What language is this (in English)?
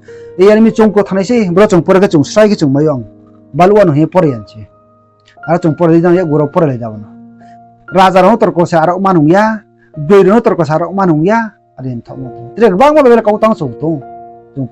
Riang (India)